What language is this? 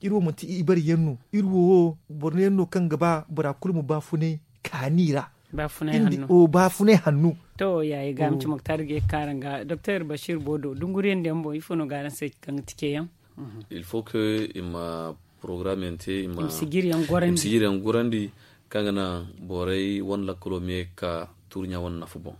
Zarma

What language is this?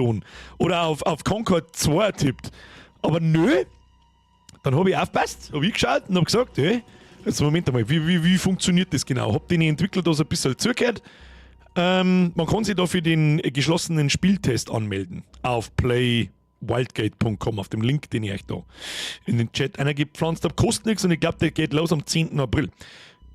Bavarian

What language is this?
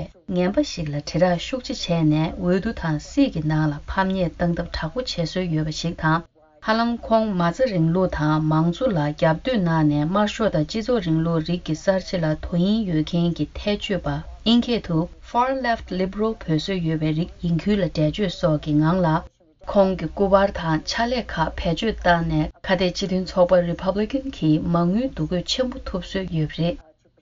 Tibetan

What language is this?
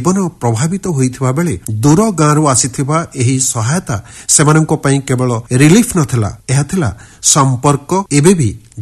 Odia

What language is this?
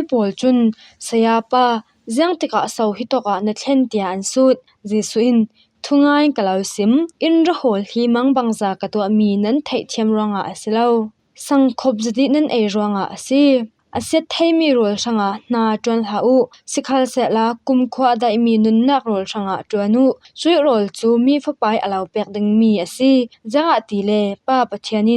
Falam Chin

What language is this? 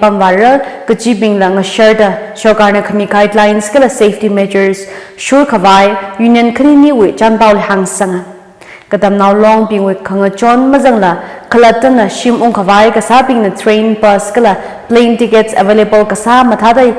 Tangkhul Naga (India)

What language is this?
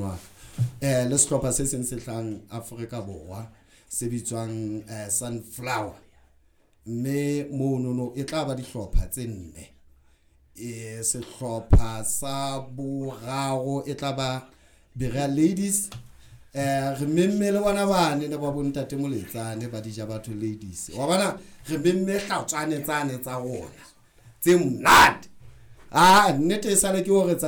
Southern Sotho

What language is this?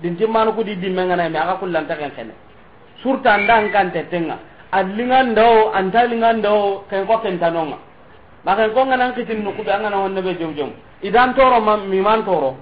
Soninke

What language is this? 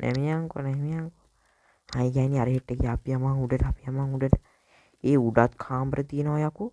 Sinhala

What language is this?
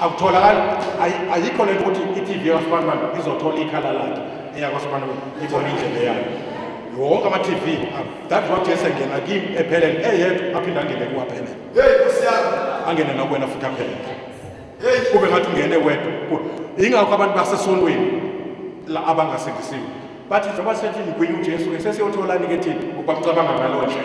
Zulu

